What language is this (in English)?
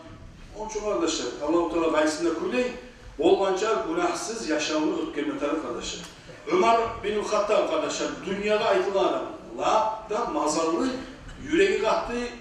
Kumyk